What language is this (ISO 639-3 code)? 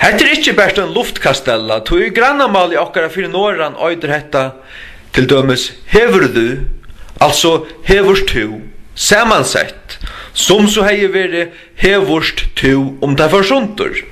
fao